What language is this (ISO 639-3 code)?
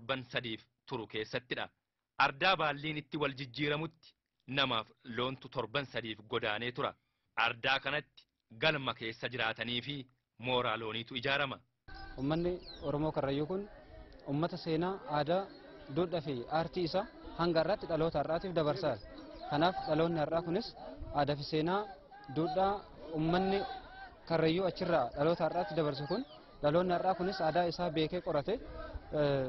orm